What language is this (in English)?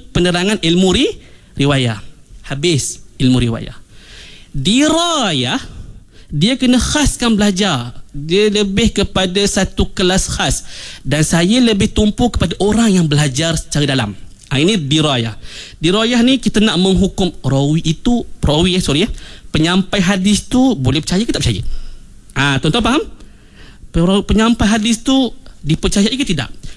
Malay